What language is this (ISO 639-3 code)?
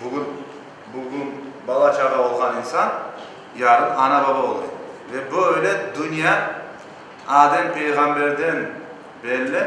crh